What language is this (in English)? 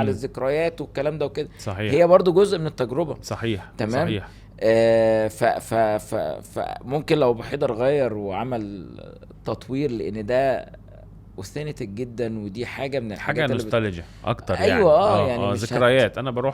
Egyptian Arabic